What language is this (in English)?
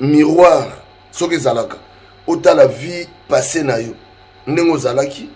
Lingala